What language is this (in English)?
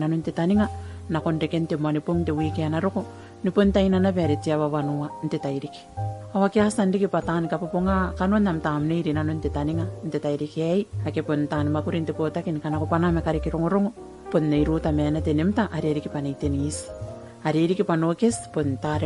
Gilbertese